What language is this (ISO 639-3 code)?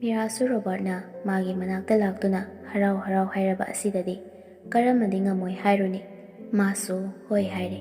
mni